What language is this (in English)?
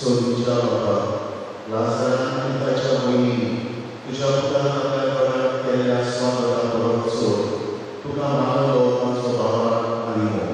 Konkani